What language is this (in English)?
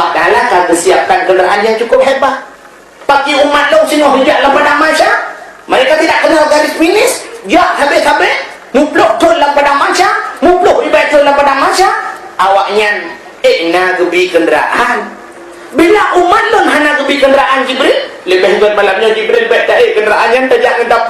Achinese